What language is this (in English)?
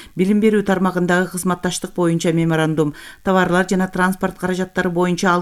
Kyrgyz